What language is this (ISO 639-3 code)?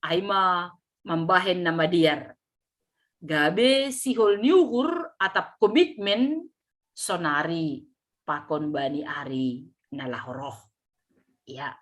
bts